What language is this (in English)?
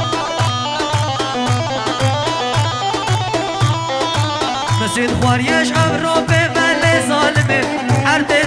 Persian